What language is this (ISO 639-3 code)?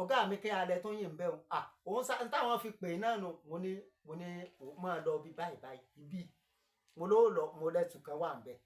yor